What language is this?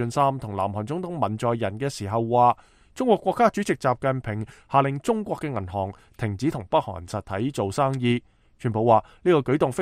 Cantonese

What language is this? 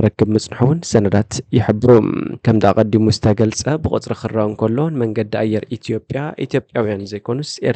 Tigrinya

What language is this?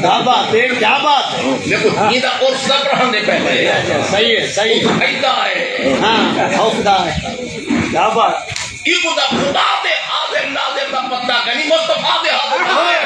Saraiki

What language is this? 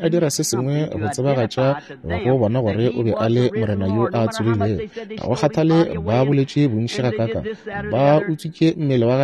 Northern Sotho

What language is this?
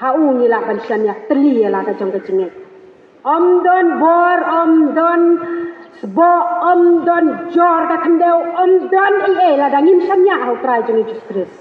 Khasi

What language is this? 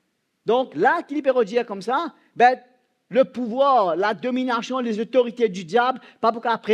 Morisyen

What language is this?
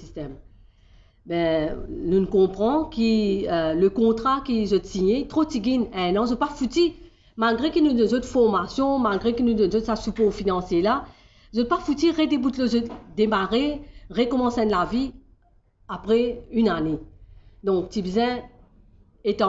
Morisyen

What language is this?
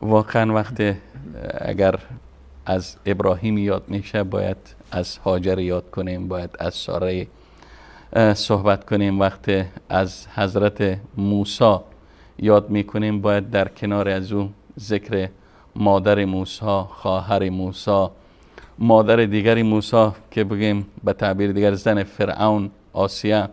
Persian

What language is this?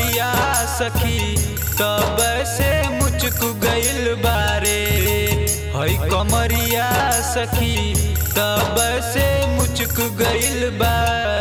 Bhojpuri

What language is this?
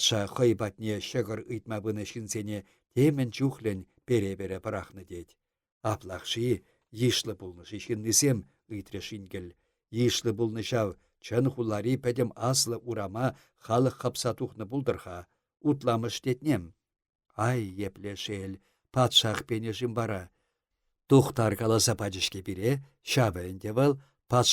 Chuvash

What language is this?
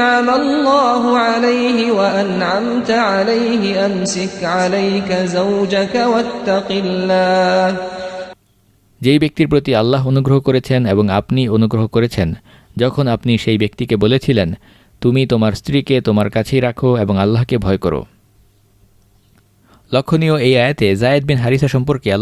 Bangla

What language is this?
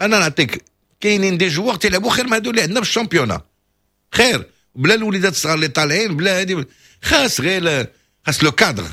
Moroccan Arabic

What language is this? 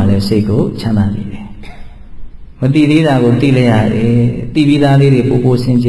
Burmese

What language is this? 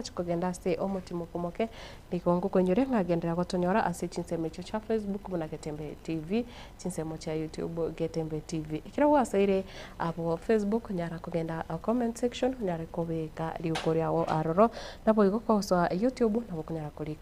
Gusii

